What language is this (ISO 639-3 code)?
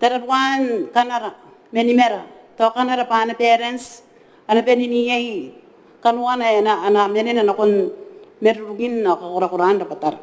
gil